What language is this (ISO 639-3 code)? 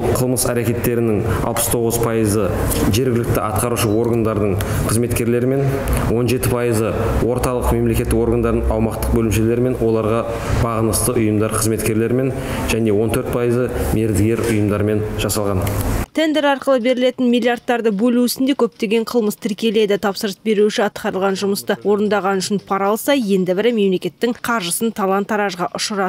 kaz